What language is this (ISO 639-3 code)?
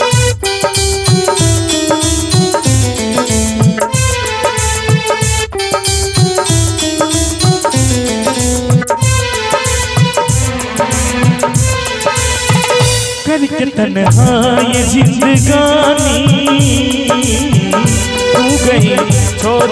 hin